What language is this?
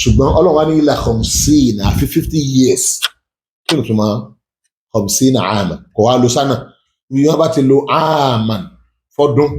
Yoruba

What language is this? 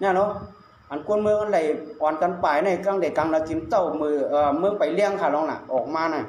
Shan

